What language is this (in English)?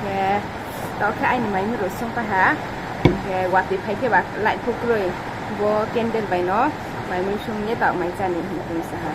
Riang (India)